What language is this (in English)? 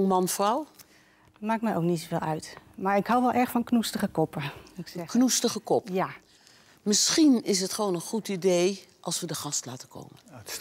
Dutch